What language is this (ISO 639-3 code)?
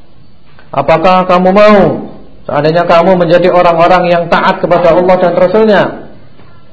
ind